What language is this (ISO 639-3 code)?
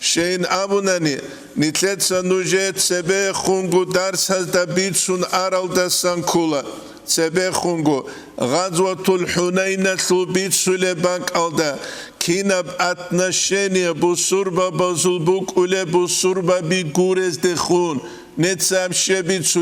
ava